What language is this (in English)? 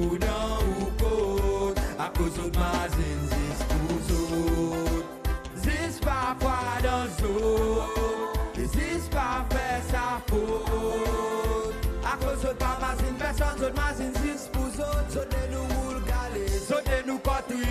Seselwa Creole French